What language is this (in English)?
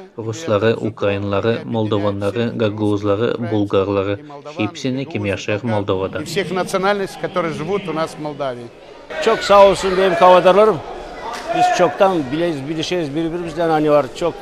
Gagauz